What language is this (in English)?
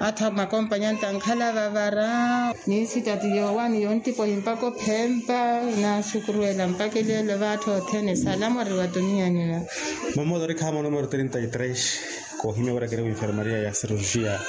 Makhuwa